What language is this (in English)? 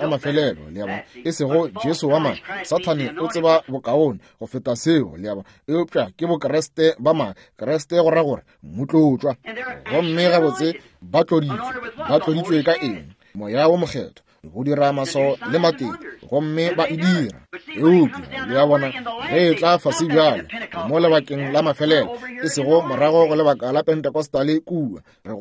Northern Sotho